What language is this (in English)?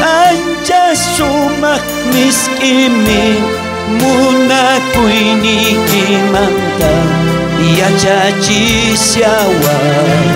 South Bolivian Quechua